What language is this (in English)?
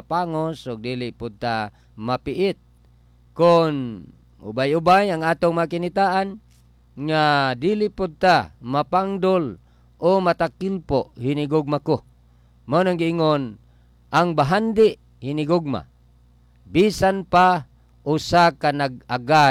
Cebuano